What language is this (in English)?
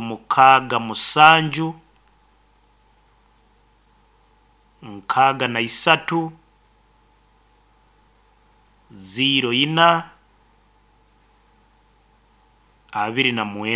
Nyoro